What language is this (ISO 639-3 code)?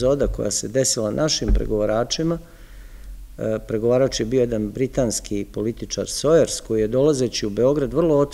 srp